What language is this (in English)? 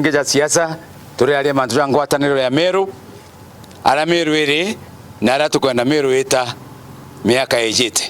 Meru